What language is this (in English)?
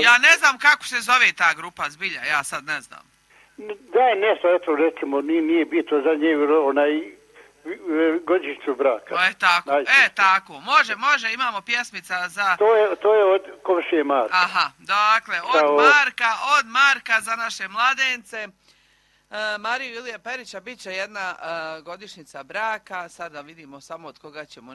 Croatian